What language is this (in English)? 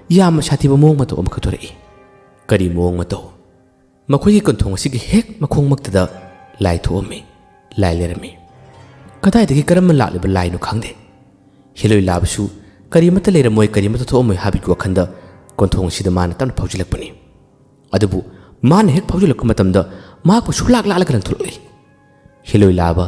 Manipuri